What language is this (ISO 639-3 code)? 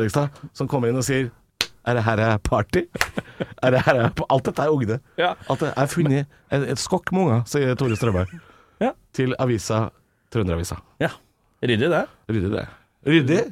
nor